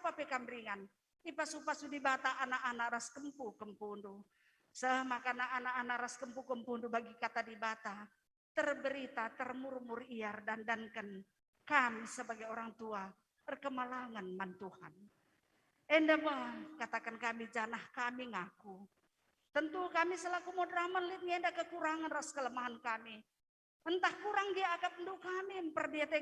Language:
Batak Karo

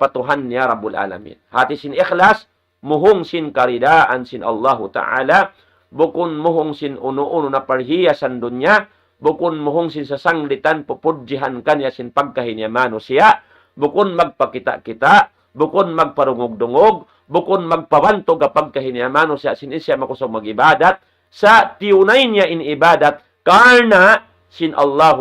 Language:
Tausug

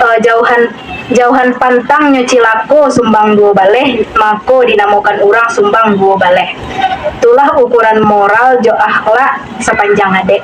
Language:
Minangkabau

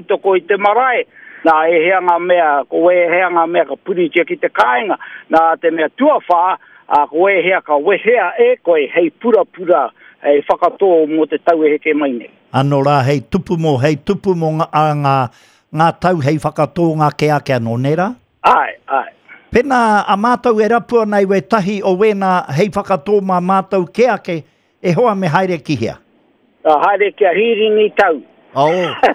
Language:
Māori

